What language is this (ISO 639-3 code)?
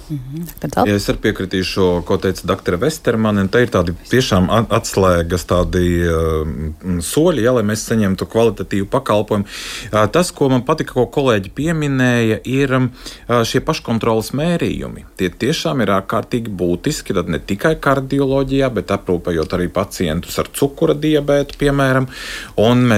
lav